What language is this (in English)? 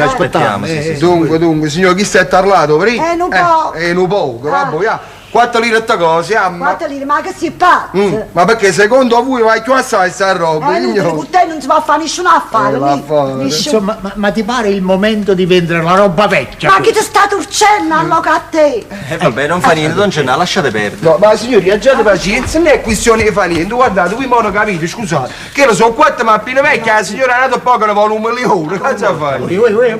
Neapolitan